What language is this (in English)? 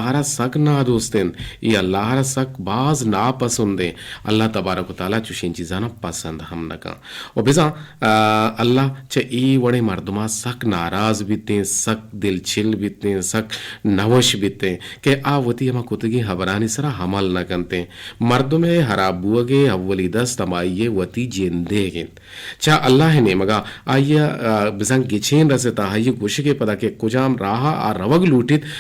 Eastern Balochi